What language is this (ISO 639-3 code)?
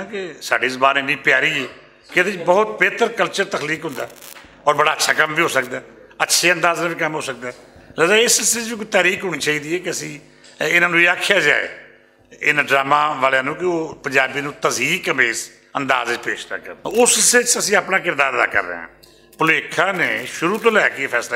lah